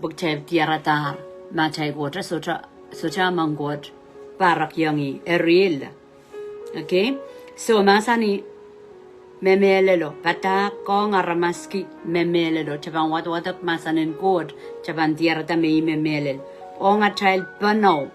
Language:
Pohnpeian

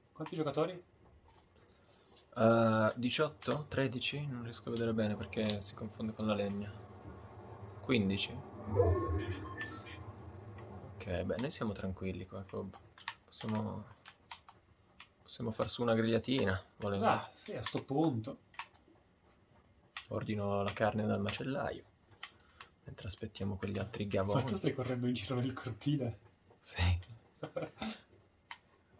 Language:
Italian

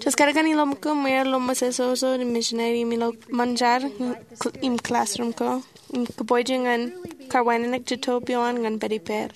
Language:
Marshallese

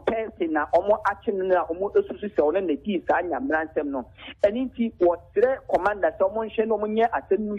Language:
Akan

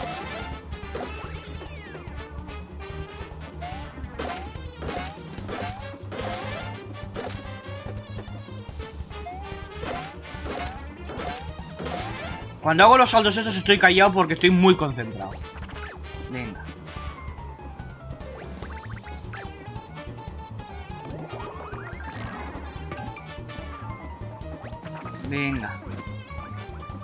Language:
Spanish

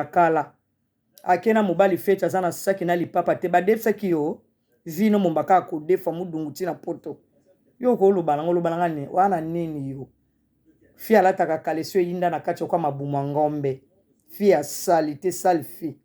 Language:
Lingala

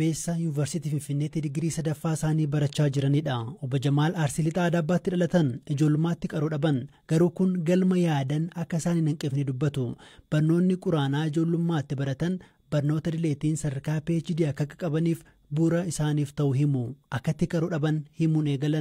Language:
Oromo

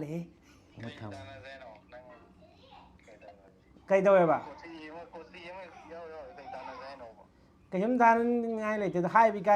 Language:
Manipuri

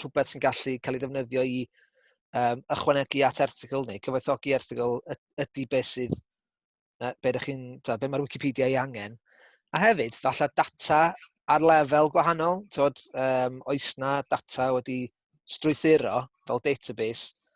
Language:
Welsh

